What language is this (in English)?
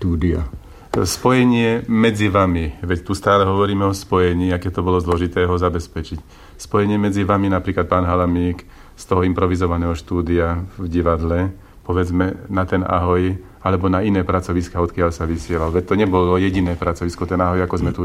Slovak